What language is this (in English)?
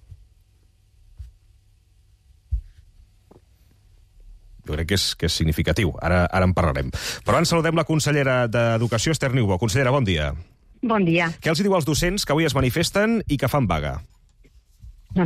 Catalan